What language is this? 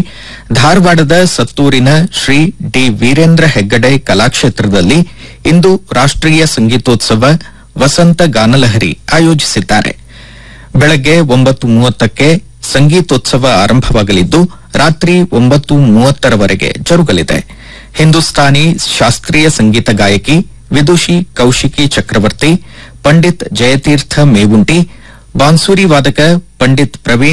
Kannada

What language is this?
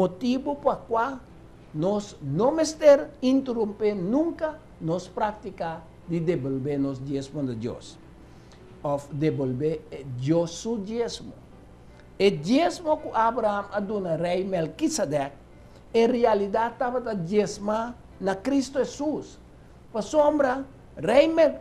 Papiamento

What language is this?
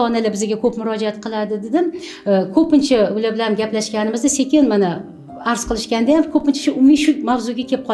Uzbek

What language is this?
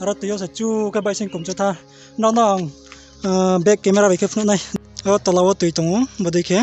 Riang (India)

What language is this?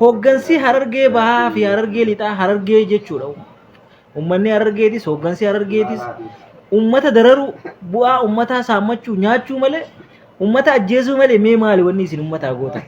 Oromo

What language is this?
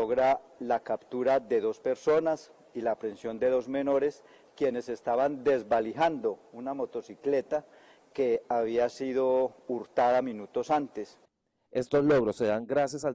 Spanish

